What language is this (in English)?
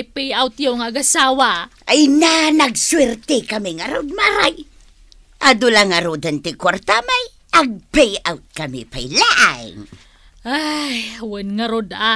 Iloko